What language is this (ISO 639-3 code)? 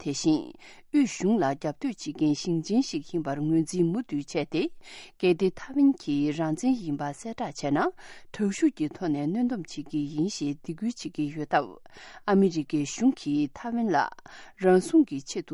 bod